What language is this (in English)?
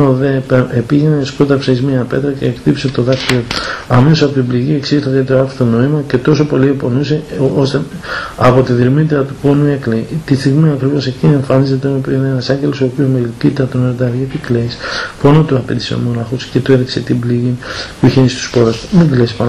Greek